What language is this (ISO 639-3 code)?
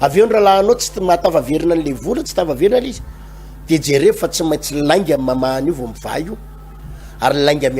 mlg